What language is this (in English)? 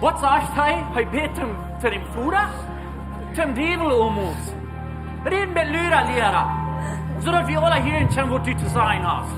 Plautdietsch